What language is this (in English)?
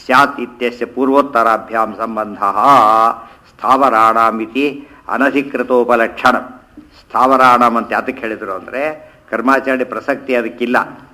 Kannada